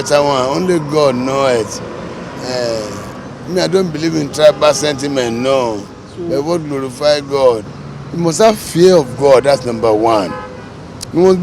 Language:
Nigerian Pidgin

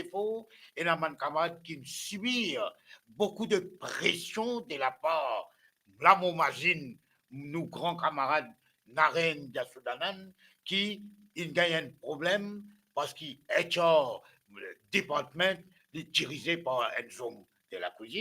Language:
Morisyen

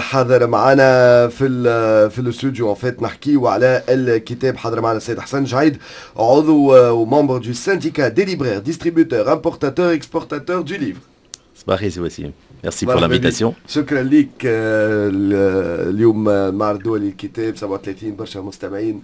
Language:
Tunisian Arabic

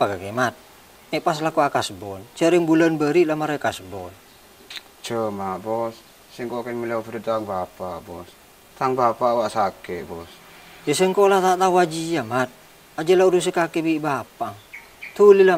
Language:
Madurese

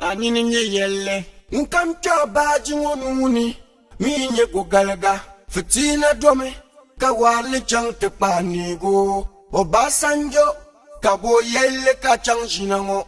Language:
Dagbani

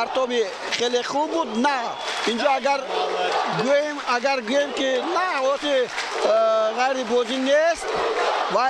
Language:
Tajik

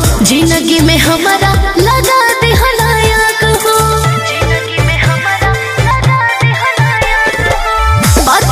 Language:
Bhojpuri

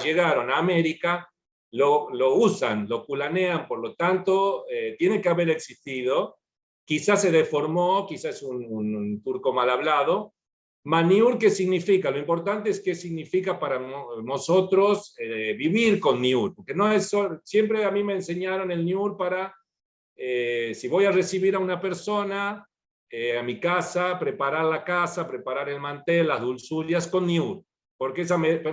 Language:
Ladino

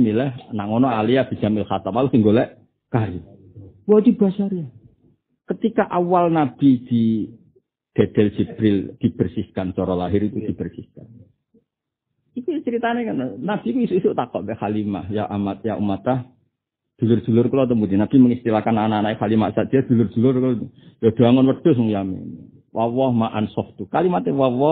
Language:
Javanese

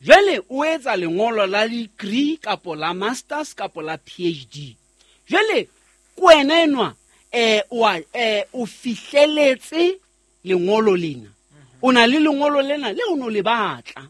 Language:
Southern Sotho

